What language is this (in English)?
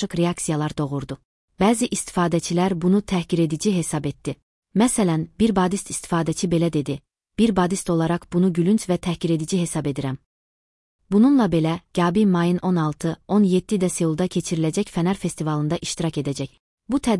Azerbaijani